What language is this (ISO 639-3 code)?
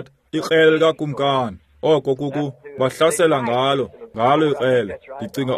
xho